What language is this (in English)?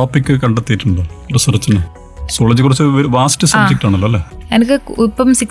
Malayalam